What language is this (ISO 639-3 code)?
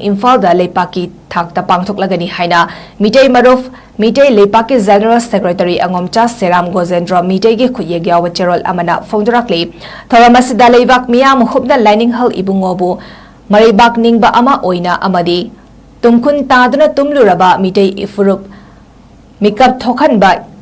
mni